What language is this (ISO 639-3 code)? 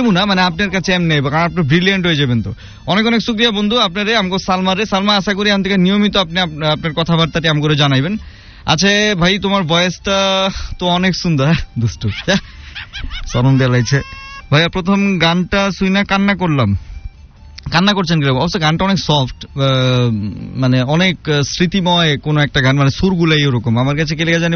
ben